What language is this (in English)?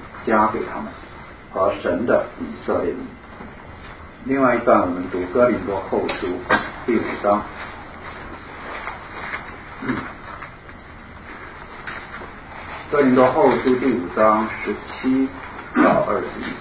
Chinese